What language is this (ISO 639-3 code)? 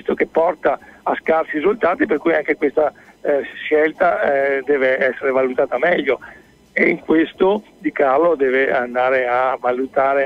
ita